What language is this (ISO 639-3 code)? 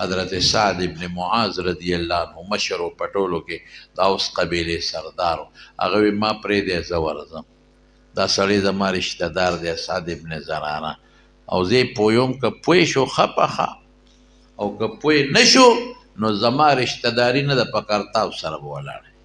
pus